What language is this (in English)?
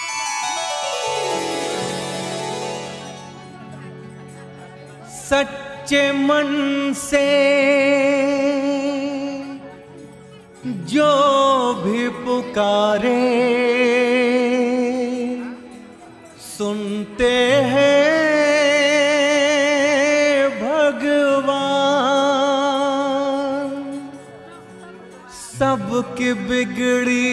Bhojpuri